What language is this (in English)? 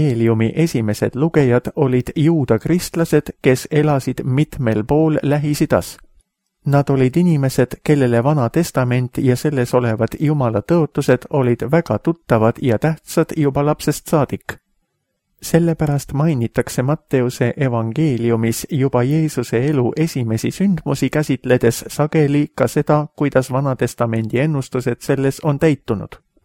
Estonian